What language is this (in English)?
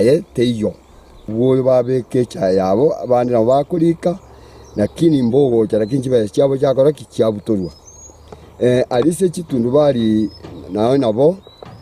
Gusii